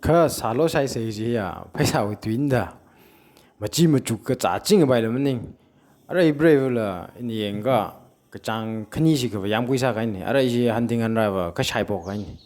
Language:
Tangkhul Naga (India)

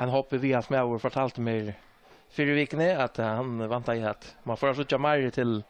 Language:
Faroese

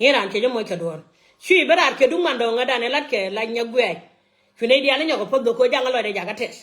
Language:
Nuer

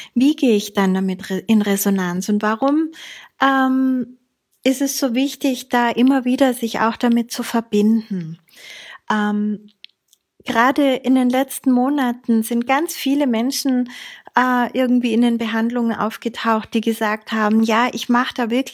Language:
German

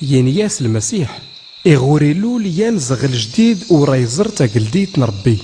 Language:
Tachelhit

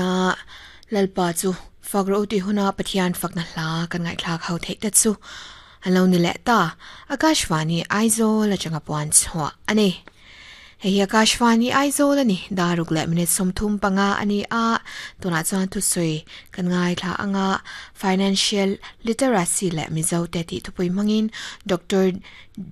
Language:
Mizo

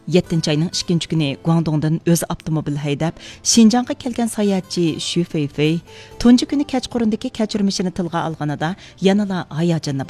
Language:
Uyghur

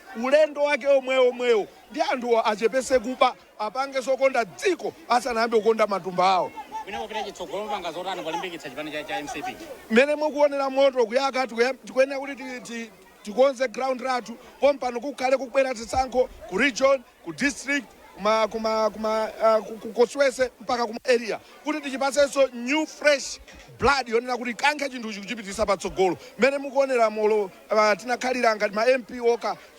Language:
Nyanja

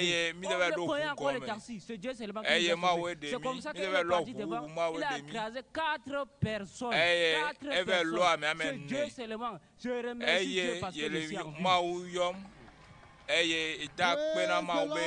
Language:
Ewe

